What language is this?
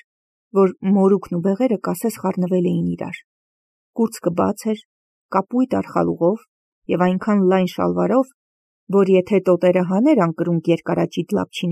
Armenian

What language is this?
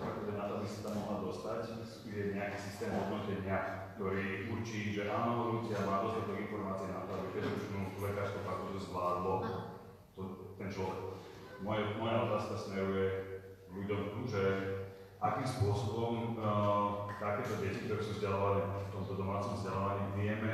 Slovak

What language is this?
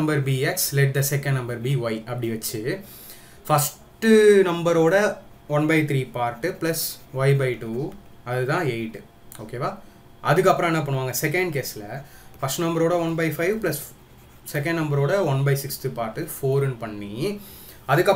Tamil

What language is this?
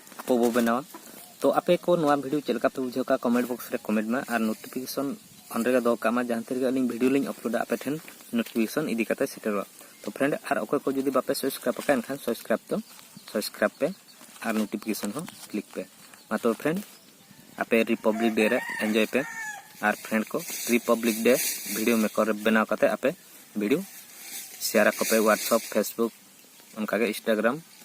Santali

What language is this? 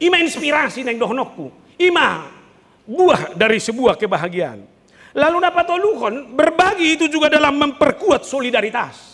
Batak Toba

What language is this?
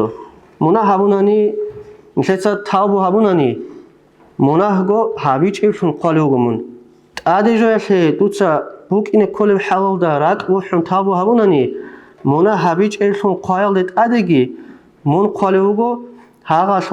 Avaric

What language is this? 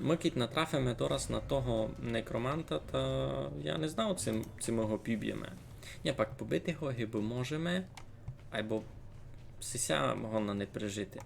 Rusyn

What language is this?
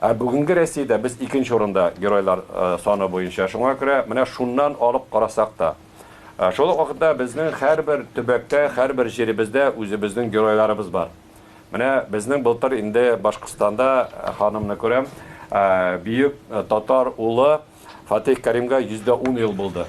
Tatar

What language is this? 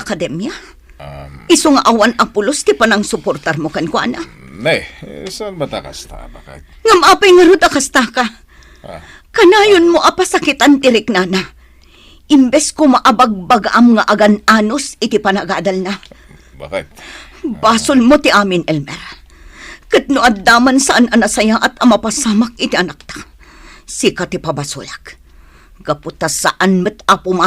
Iloko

